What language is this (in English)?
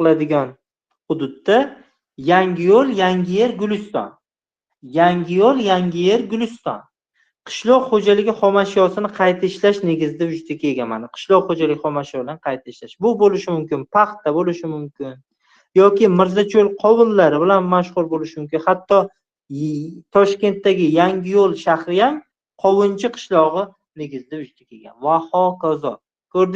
Uzbek